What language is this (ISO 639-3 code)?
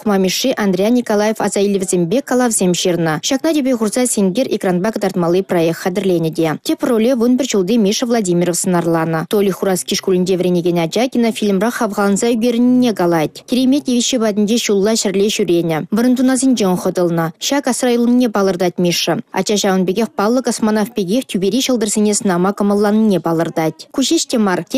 chv